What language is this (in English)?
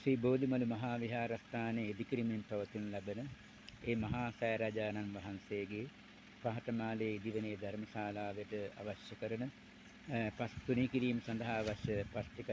Sinhala